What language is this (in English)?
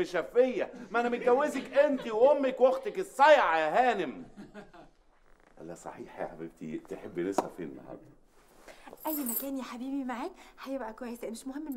Egyptian Arabic